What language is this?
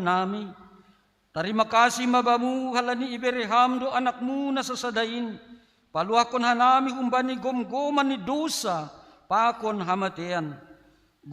Batak Simalungun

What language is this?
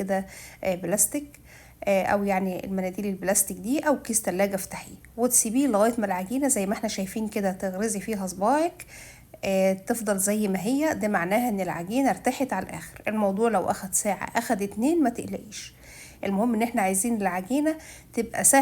Egyptian Arabic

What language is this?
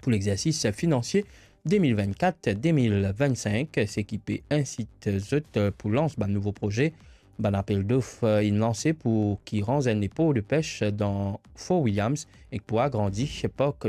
Morisyen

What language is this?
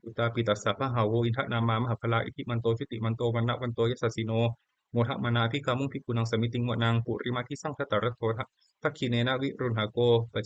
Pali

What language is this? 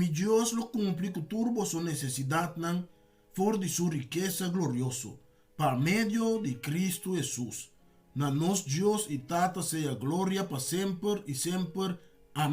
Papiamento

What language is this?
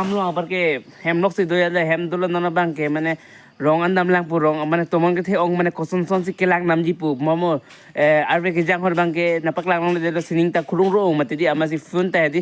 Karbi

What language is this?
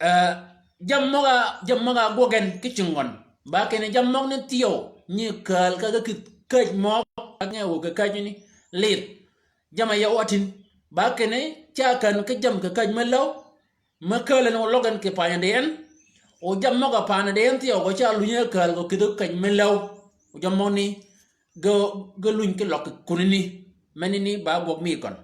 Shilluk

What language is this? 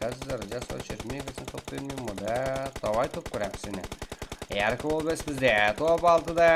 Kara-Kalpak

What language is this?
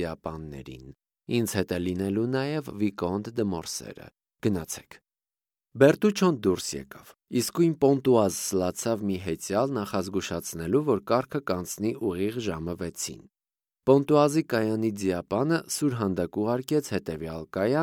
Armenian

